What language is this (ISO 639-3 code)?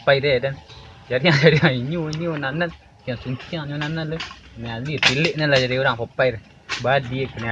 min